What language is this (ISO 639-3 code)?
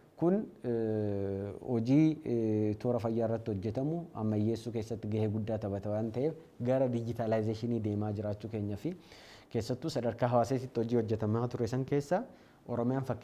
orm